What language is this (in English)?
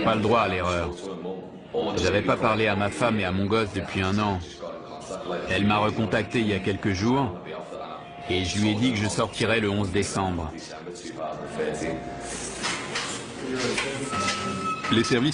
French